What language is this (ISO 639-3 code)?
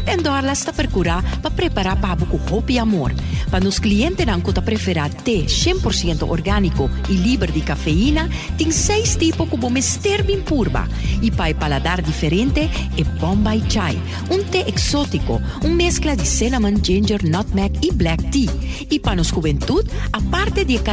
pap